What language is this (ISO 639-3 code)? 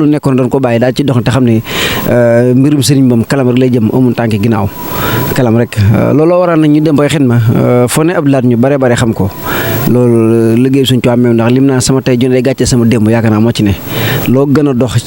wol